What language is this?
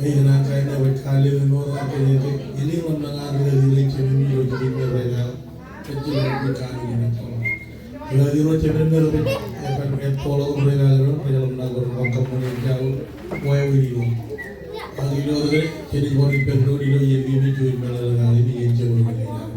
Marshallese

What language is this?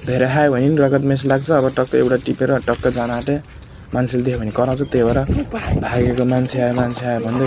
Nepali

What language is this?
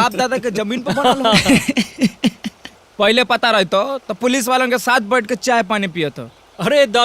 Magahi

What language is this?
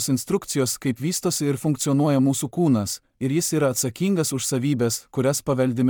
Lithuanian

